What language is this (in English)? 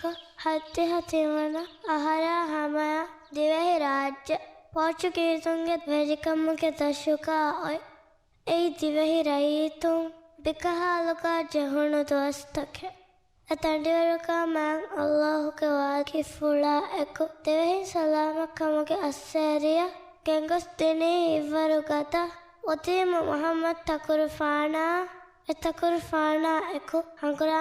Divehi